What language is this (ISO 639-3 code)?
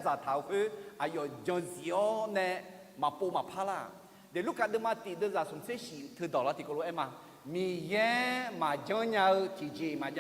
ahk